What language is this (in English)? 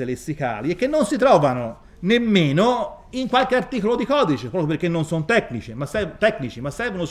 Italian